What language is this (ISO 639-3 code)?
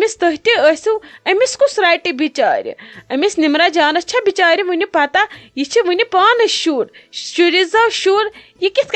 kas